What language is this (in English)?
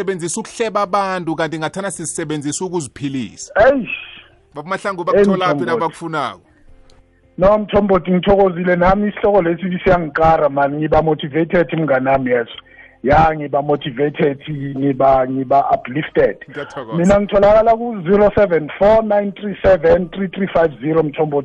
South Ndebele